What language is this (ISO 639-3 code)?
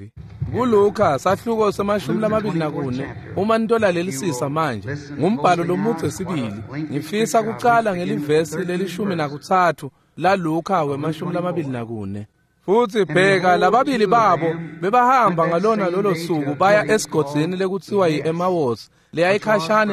ssw